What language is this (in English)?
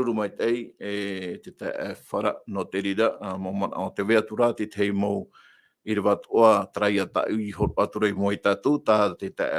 Tahitian